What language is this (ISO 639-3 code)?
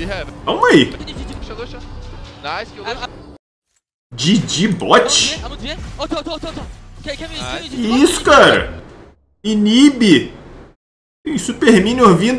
por